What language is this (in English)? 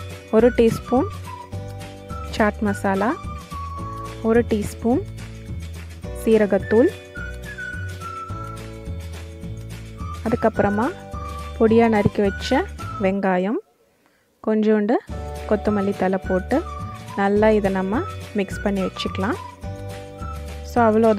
Tamil